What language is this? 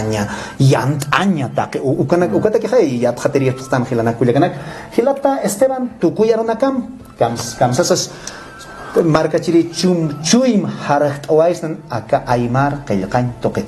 Aymara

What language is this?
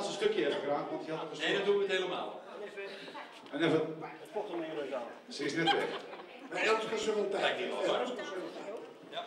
Dutch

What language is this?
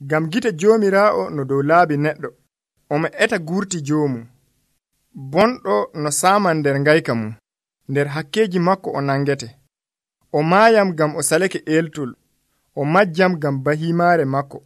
Nigerian Fulfulde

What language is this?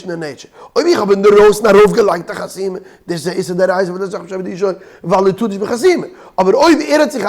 Yiddish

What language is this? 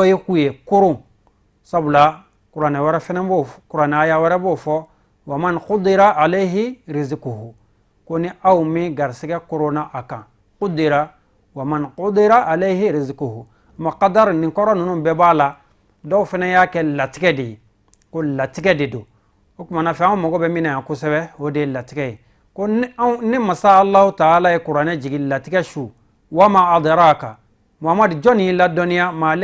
Bambara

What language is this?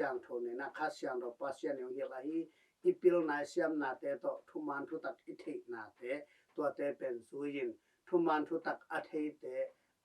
Tedim Chin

